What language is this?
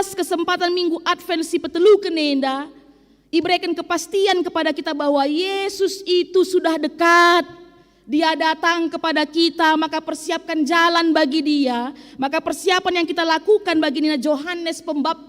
Batak Karo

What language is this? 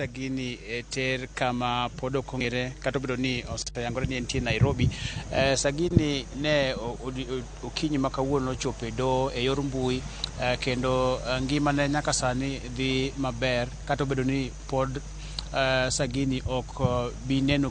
Luo (Kenya and Tanzania)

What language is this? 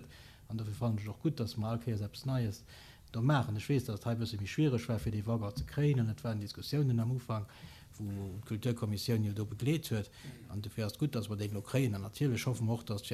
Luxembourgish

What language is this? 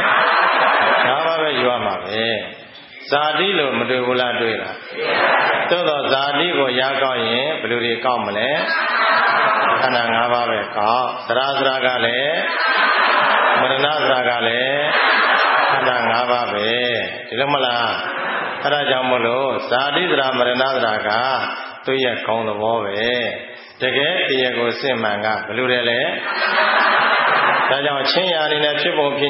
Burmese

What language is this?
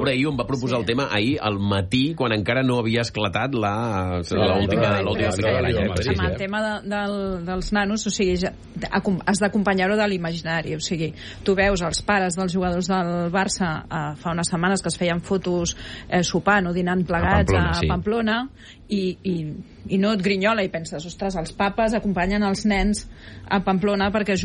Catalan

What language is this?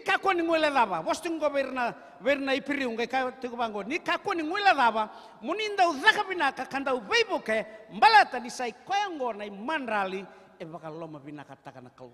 Fijian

